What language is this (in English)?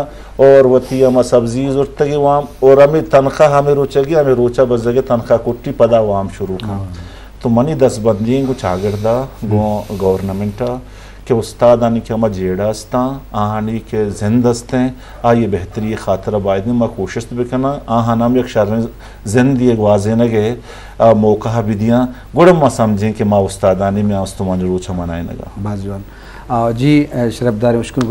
Baluchi